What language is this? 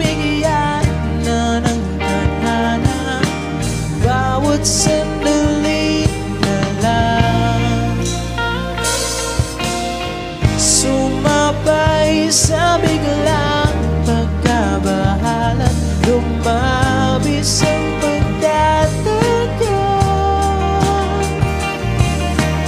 Filipino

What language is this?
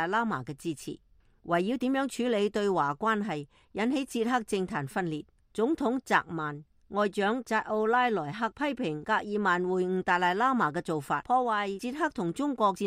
Cantonese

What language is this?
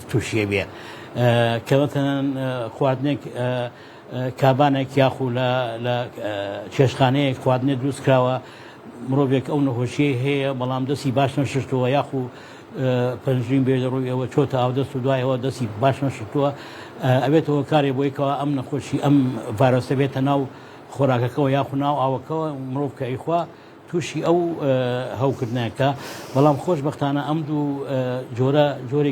Central Kurdish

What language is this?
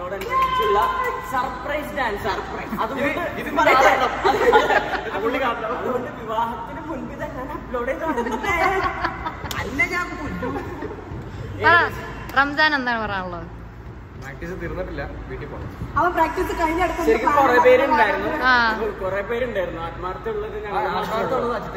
Malayalam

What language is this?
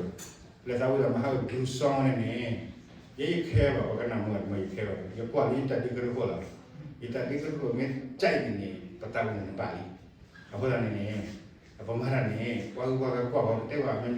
S'gaw Karen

